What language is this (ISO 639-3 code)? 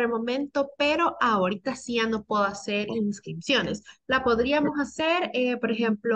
spa